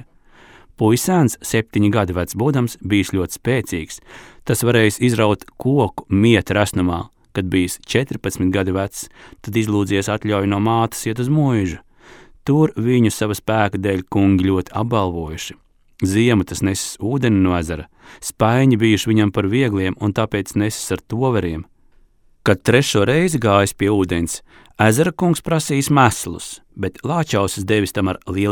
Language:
Latvian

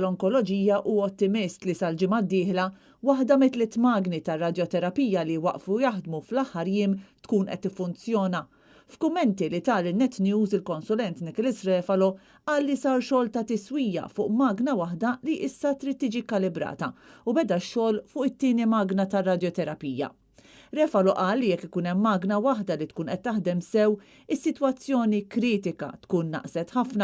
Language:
Maltese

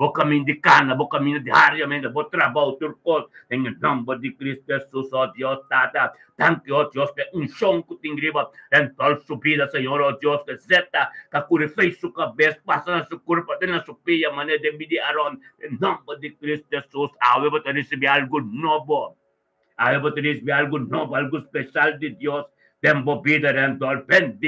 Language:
Papiamento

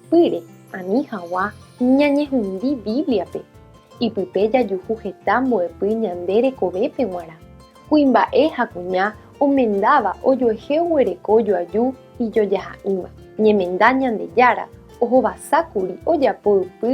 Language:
Guarani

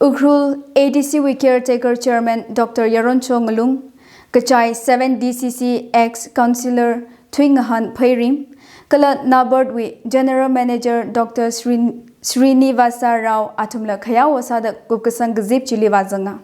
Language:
Tangkhul Naga (India)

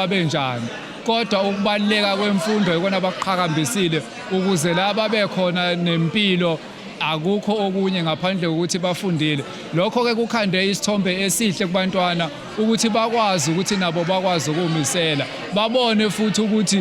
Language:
Zulu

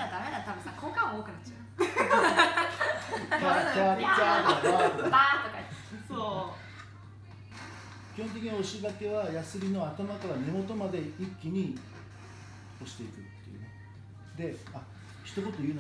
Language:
Japanese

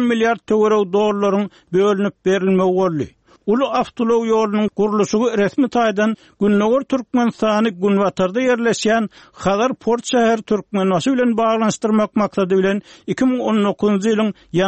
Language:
Turkmen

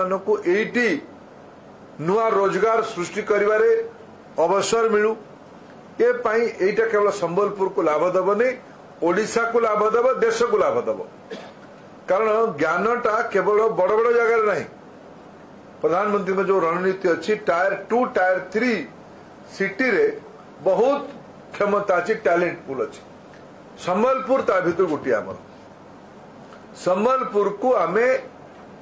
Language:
Odia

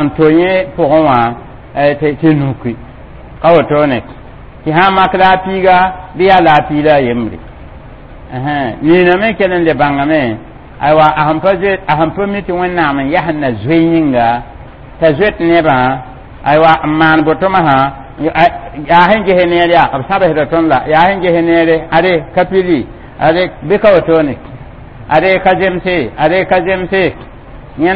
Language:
Mossi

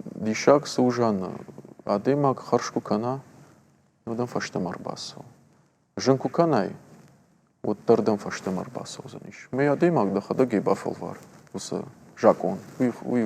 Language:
Ossetic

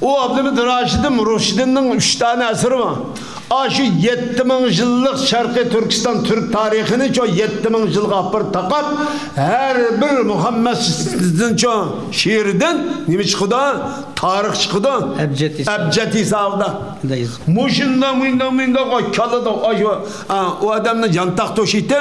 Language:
Uyghur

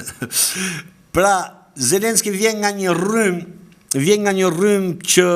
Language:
Albanian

